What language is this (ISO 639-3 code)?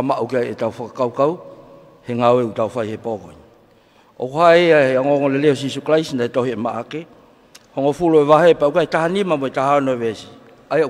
ton